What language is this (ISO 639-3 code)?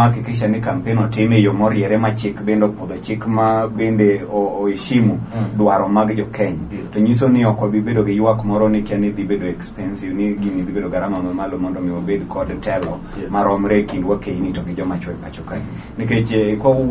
luo